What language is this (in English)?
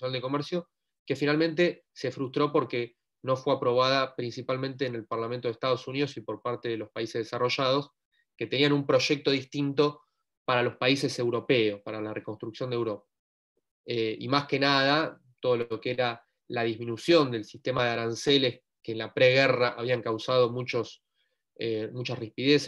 Spanish